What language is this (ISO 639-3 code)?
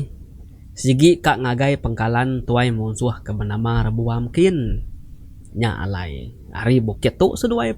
iba